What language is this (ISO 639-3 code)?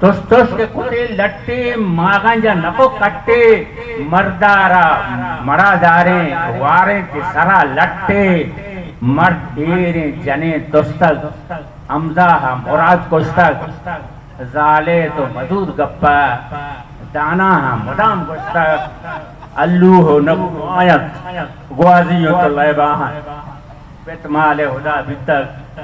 bgp